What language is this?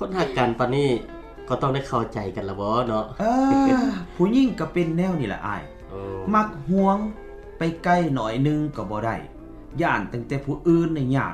Lao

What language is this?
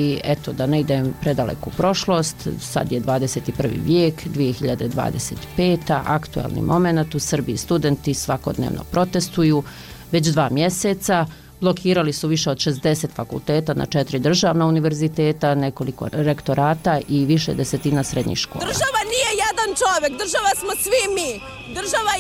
Bosnian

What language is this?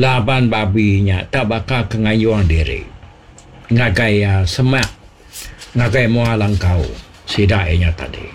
Iban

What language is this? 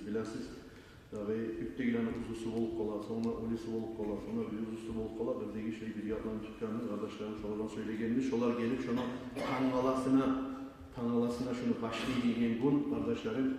Kumyk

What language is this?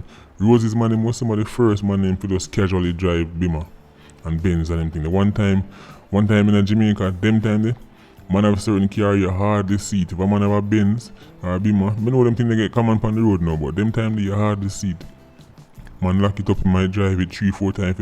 Jamaican Creole English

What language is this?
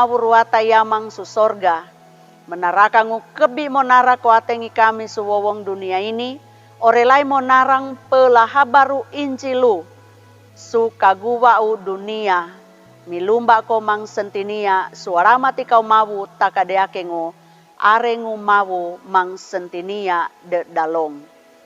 Sangir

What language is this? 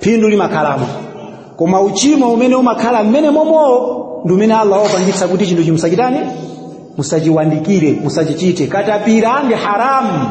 Nyanja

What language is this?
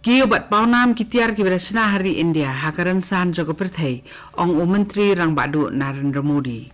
Khasi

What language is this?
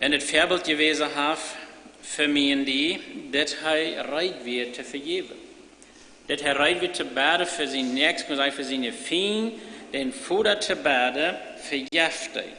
Plautdietsch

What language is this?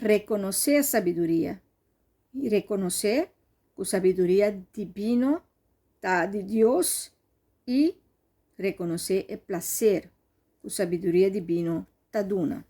Papiamento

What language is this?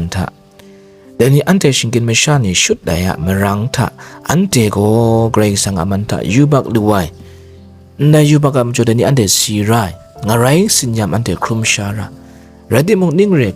Kachin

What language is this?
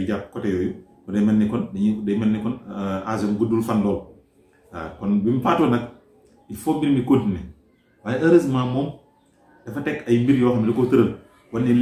Wolof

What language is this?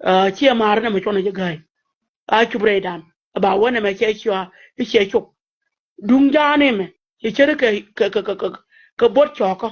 Nuer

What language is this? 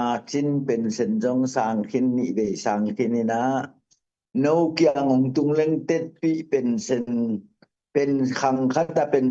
Tedim Chin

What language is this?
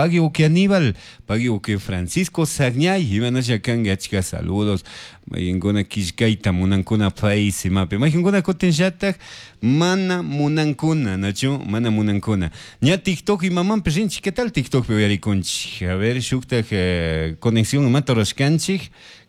Chimborazo Highland Quichua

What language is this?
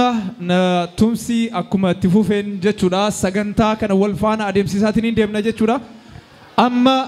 Oromo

